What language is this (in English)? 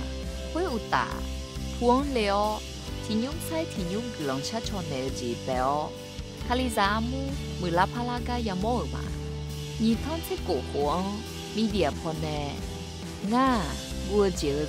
Akha